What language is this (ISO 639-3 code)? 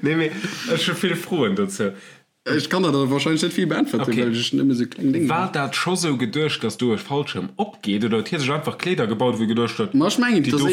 ltz